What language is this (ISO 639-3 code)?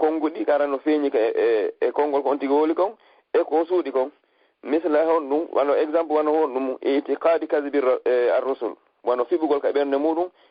ful